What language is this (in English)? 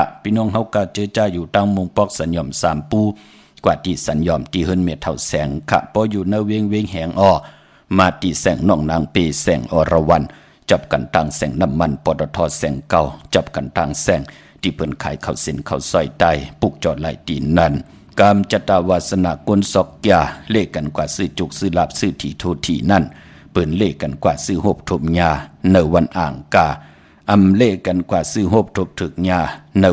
Shan